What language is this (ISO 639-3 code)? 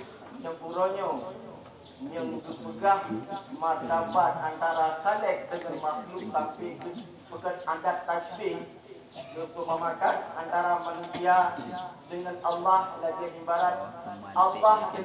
ace